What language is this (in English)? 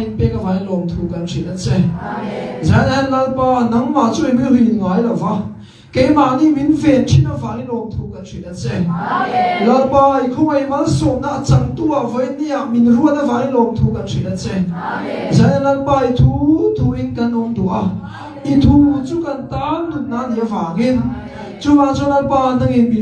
Mizo